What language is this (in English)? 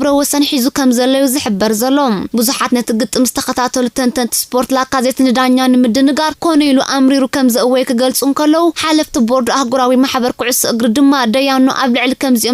Tigrinya